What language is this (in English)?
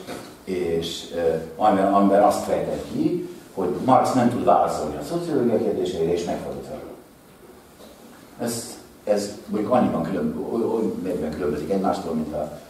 Hungarian